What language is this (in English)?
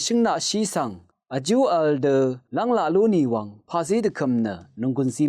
Rawang